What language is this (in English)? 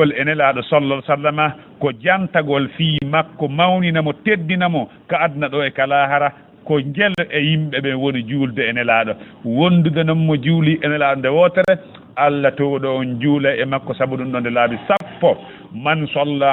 Fula